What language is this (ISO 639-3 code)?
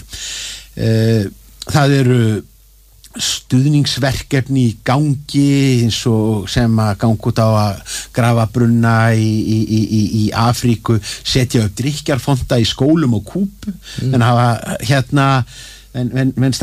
isl